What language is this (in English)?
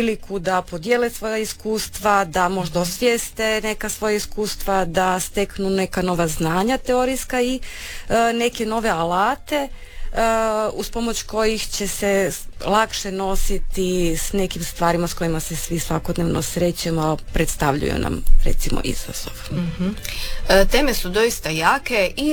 Croatian